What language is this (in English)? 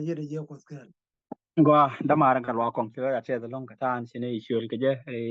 Nuer